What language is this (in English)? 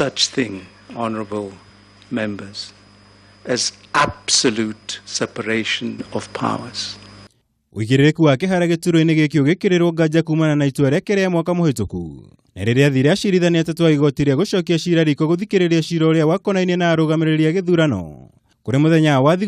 Kikuyu